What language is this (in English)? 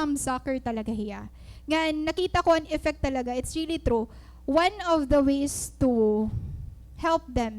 Waray